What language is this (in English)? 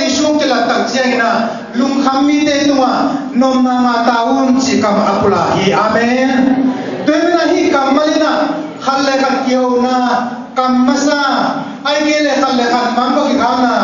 Tedim Chin